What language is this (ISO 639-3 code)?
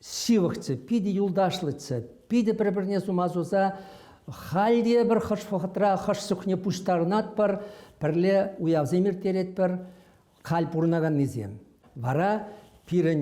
chv